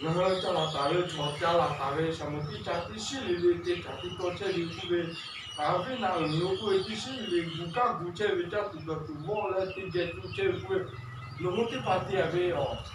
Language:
Lahu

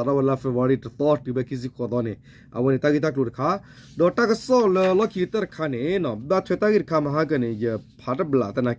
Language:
S'gaw Karen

